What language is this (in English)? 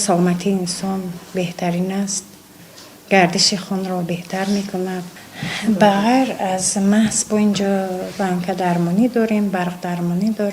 Tajik